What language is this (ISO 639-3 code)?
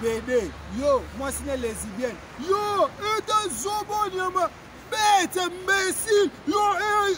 lin